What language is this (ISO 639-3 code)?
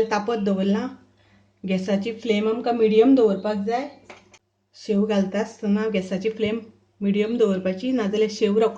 kok